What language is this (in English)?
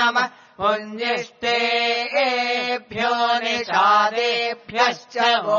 Sanskrit